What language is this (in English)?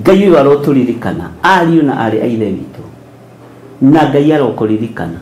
Kikuyu